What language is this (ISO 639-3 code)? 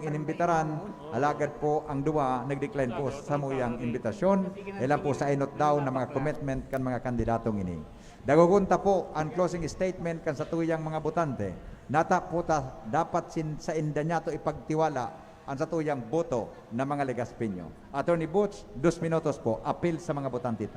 bik